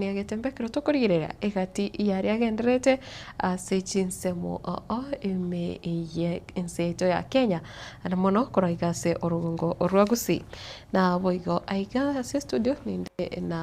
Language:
Gusii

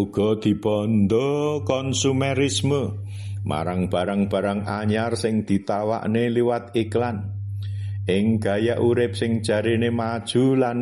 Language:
Javanese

